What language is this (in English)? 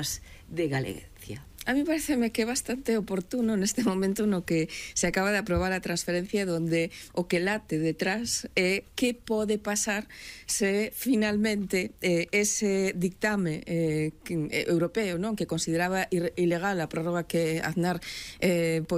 Galician